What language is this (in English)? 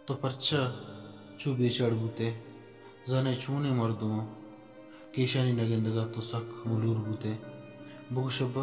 Baluchi